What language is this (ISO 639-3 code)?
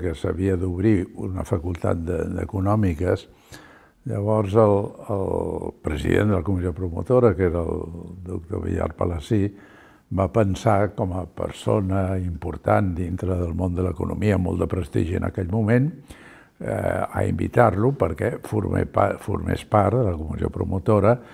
cat